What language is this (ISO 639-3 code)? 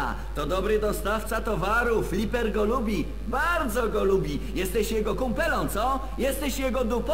pol